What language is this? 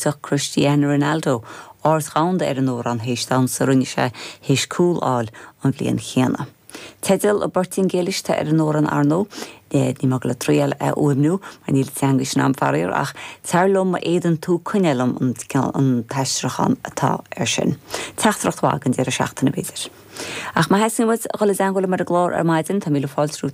Irish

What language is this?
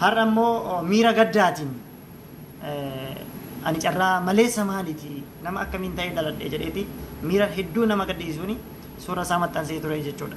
Oromo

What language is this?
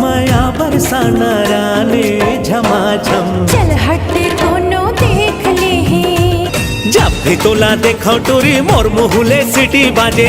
Chhattisgarhi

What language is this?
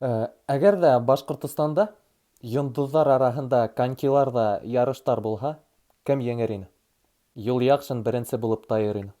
Bashkir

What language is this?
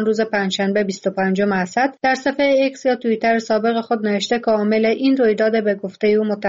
Persian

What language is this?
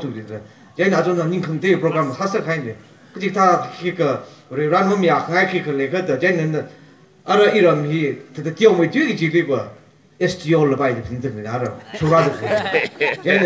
Tangkhul Naga (India)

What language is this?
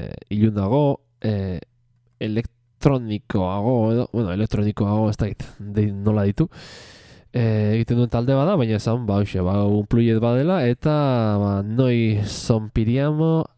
Basque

